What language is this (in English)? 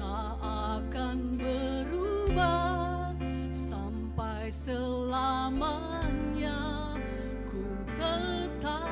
Nias